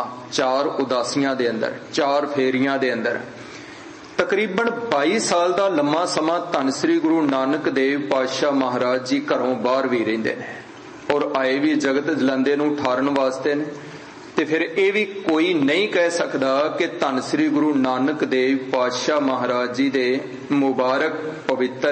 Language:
Punjabi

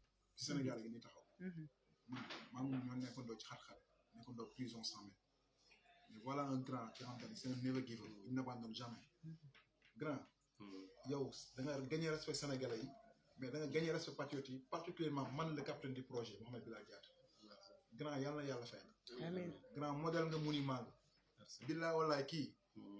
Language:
Wolof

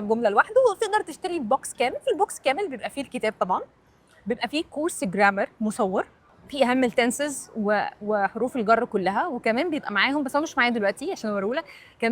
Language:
Egyptian Arabic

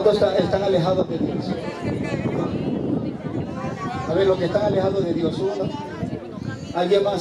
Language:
Spanish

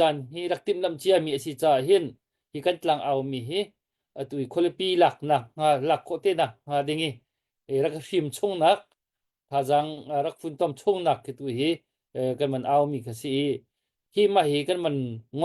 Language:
Hakha Chin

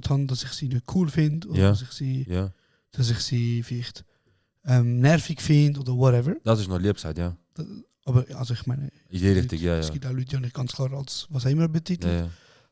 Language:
Swiss German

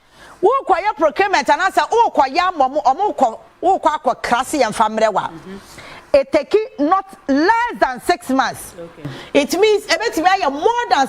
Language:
Akan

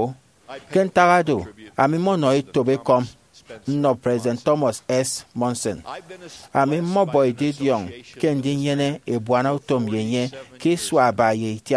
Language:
Efik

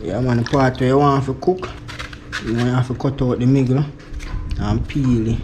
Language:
Jamaican Creole English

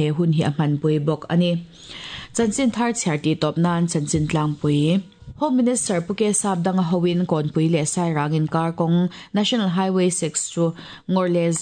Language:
Mizo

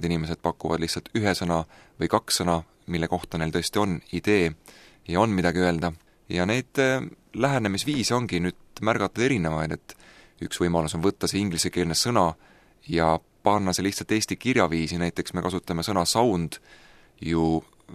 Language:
Estonian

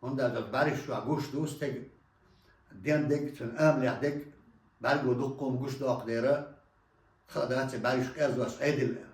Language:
Chechen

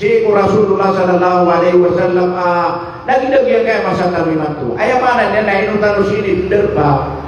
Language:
Maranao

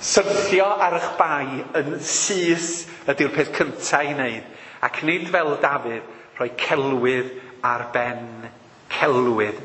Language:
Welsh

